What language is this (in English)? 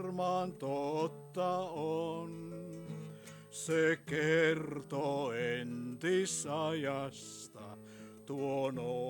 Finnish